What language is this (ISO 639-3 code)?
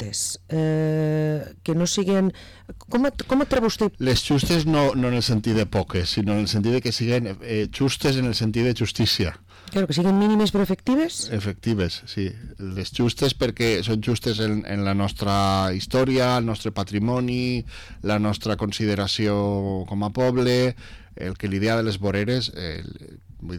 cat